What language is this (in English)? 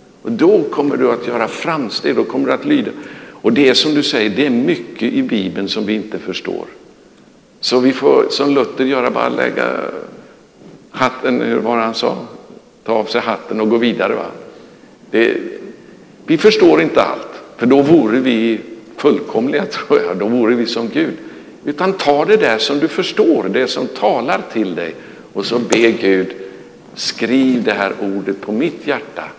Swedish